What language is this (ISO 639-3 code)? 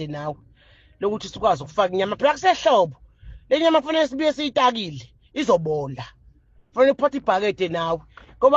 zul